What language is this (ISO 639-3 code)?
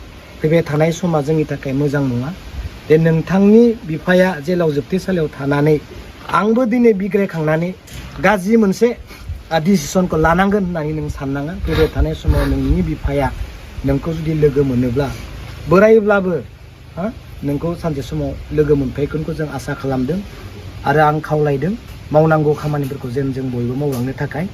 brx